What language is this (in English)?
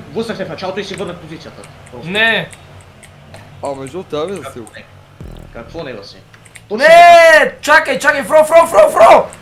Bulgarian